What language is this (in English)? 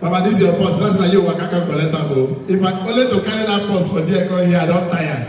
Nigerian Pidgin